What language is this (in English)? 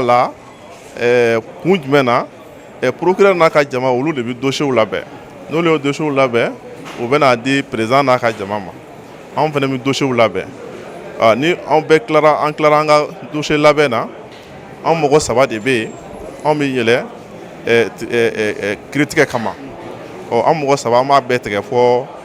Bambara